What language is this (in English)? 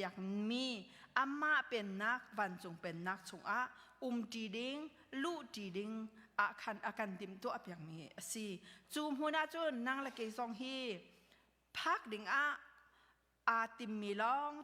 Hakha Chin